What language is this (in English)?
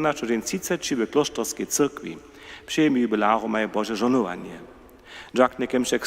Upper Sorbian